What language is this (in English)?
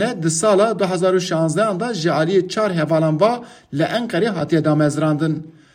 Kurdish